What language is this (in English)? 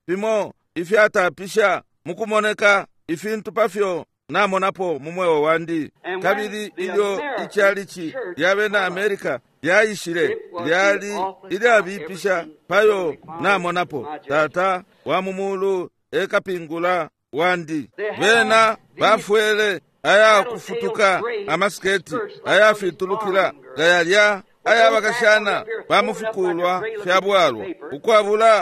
Bemba